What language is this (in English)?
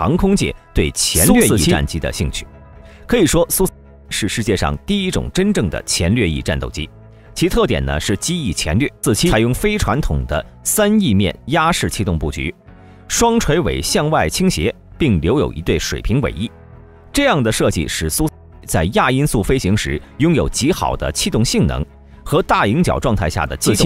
Chinese